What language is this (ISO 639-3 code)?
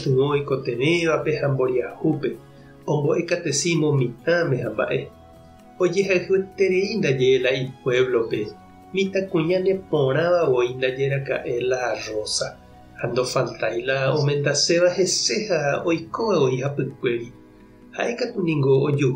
grn